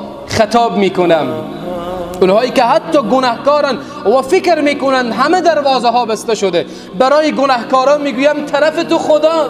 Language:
Persian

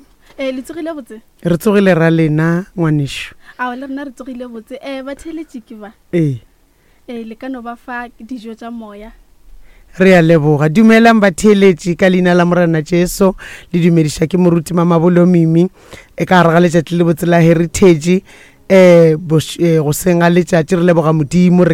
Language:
Northern Sotho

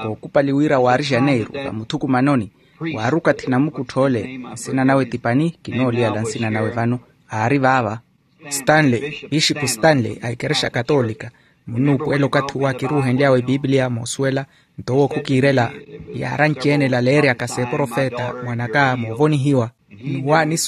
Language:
Makhuwa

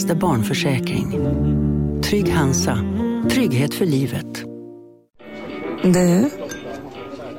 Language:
Swedish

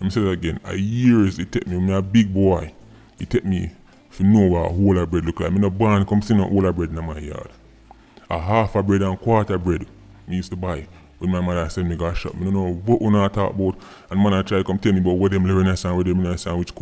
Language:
Jamaican Creole English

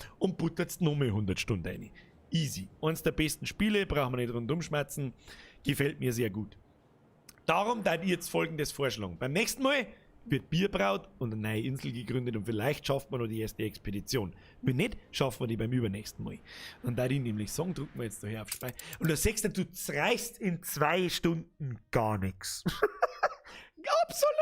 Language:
Bavarian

